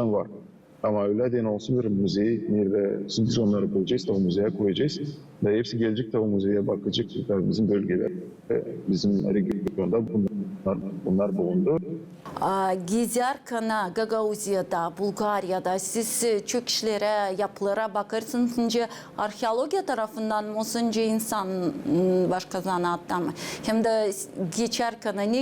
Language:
Gagauz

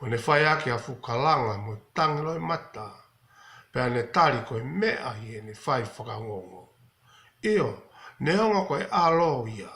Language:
Tongan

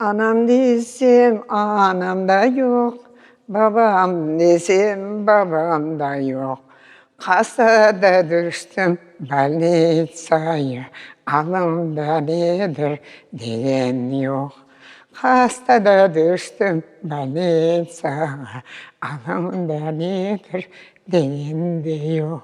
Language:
Crimean Tatar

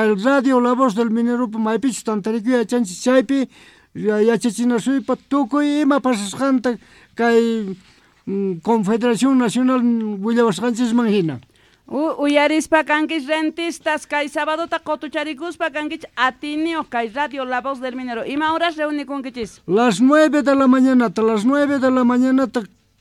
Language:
Quechua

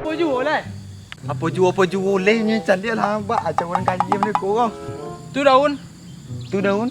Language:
Minangkabau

